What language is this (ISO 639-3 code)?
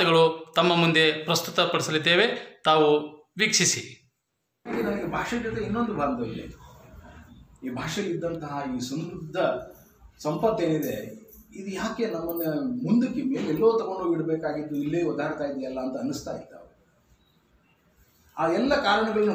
kan